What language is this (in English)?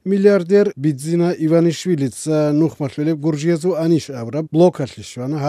Avaric